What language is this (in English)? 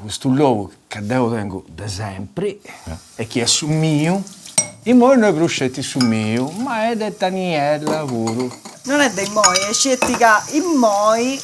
Sardinian